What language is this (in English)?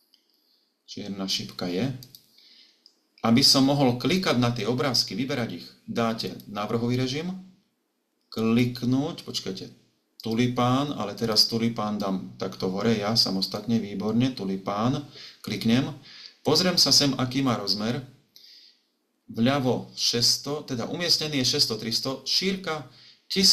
Slovak